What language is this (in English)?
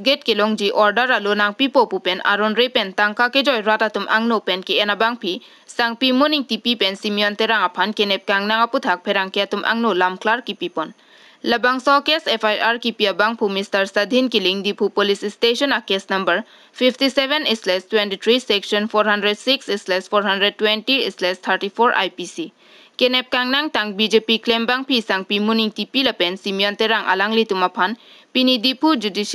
Karbi